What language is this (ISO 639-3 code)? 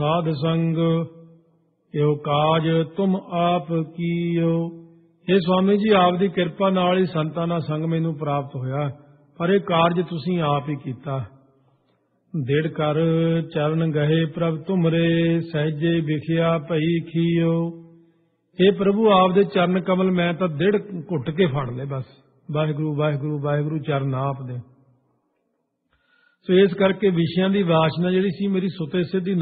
pan